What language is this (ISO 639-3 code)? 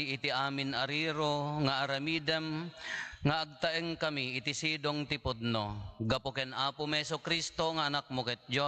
ilo